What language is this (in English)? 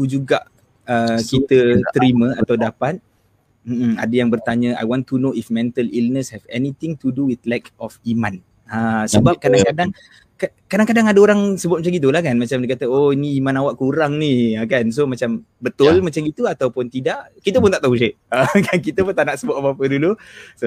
Malay